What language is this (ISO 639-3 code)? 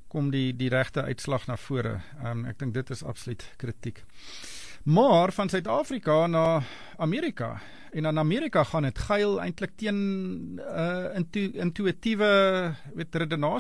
afr